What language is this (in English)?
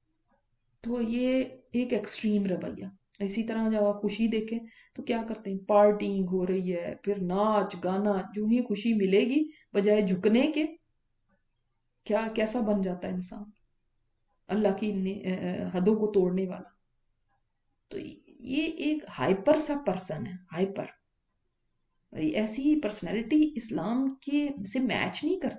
Urdu